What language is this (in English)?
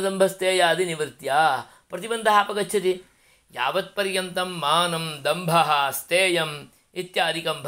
Sanskrit